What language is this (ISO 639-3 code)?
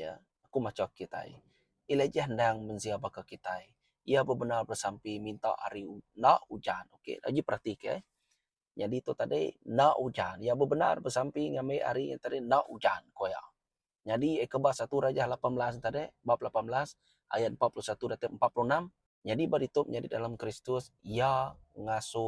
iba